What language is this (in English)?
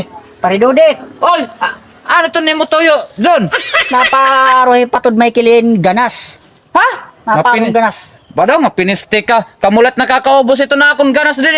Waray